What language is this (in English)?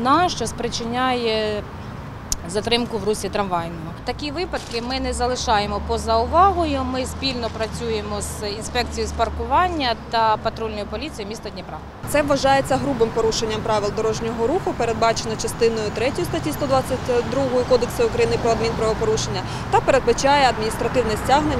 Ukrainian